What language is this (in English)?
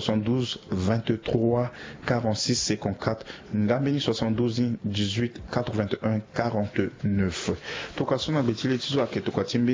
Sango